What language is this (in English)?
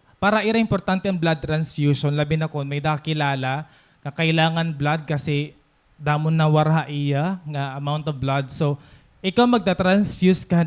Waray